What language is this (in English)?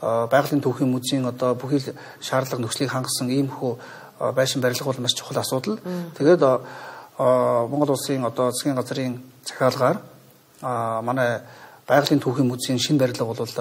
Mongolian